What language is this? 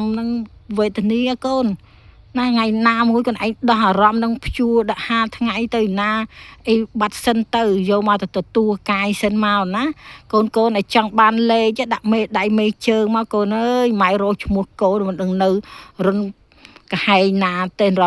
Khmer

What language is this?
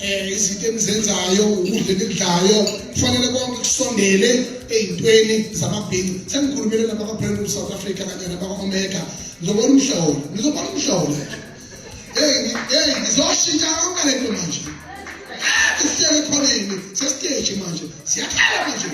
Zulu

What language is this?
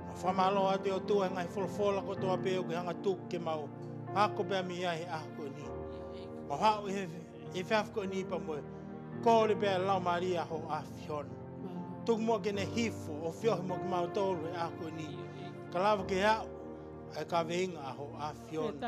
Tongan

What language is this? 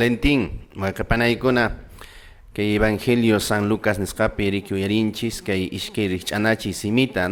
Quechua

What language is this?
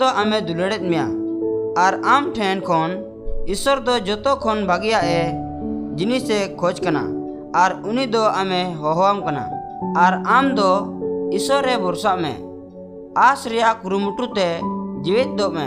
Santali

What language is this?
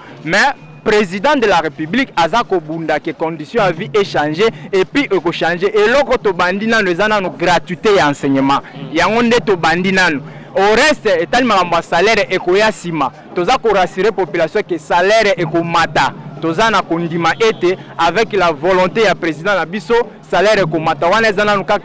Lingala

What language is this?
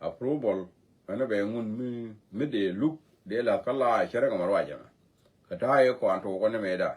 Nuer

